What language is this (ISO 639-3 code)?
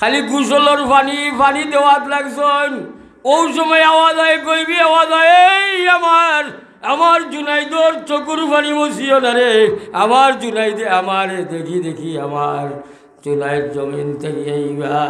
syl